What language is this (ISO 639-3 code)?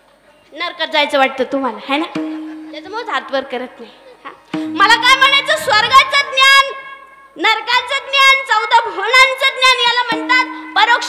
mar